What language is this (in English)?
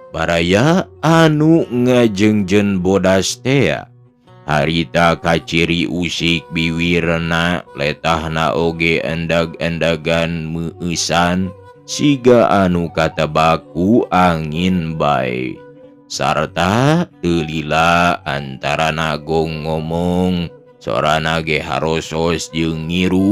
Sundanese